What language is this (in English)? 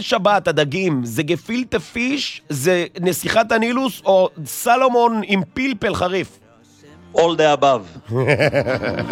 Hebrew